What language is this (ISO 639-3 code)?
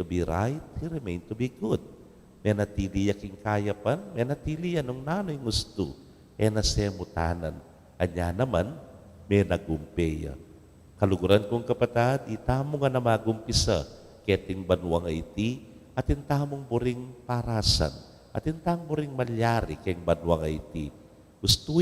pam